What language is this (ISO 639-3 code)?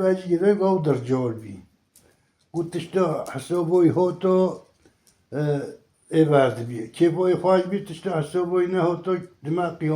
kur